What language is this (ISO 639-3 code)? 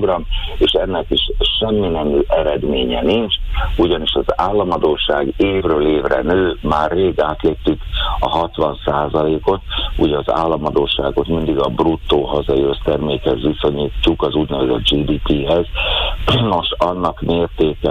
hun